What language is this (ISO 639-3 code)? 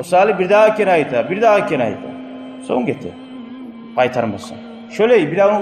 kum